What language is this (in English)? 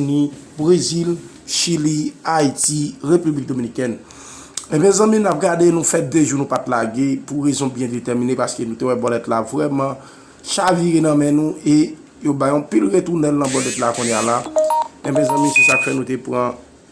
Haitian Creole